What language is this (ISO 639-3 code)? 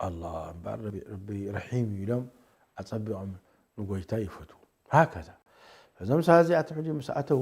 tir